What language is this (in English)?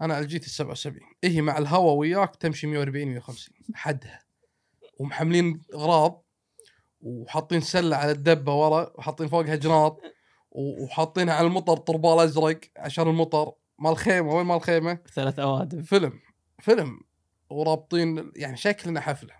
Gulf Arabic